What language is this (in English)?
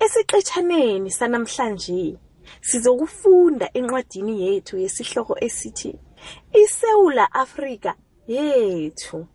South Ndebele